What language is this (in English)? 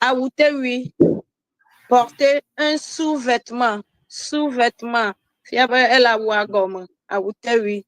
Ewe